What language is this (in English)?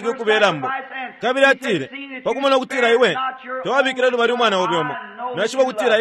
Bemba